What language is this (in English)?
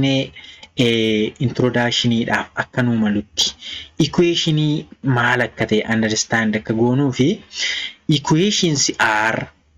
Oromo